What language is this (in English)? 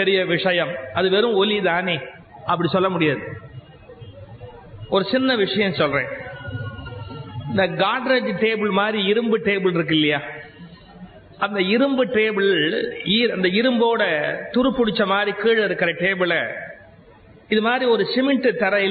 Tamil